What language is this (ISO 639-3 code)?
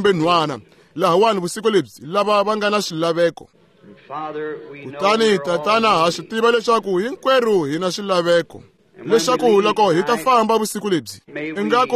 tso